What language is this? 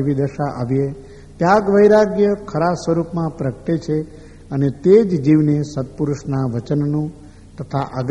Gujarati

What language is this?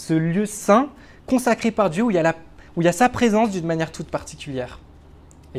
French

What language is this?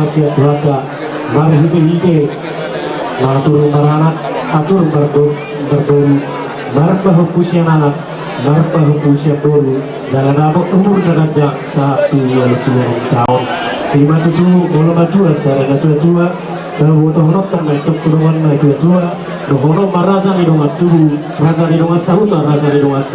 Batak Toba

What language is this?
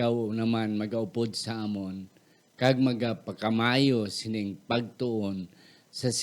Hiligaynon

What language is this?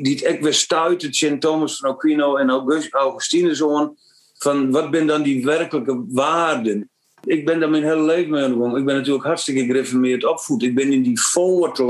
Western Frisian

